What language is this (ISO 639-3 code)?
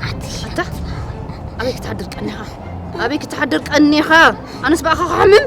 tir